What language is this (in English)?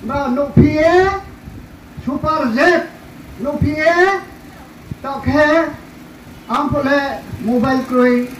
Riang (India)